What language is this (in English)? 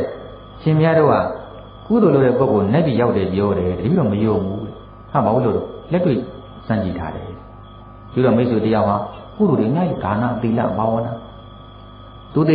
Burmese